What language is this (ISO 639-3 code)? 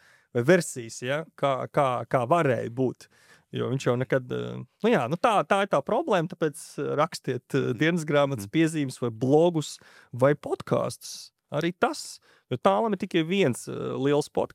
lav